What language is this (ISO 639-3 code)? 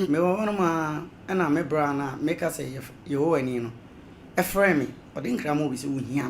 aka